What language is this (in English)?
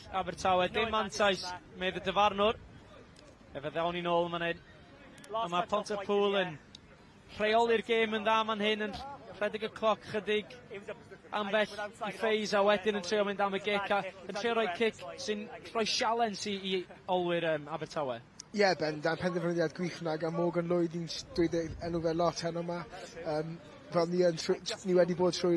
Welsh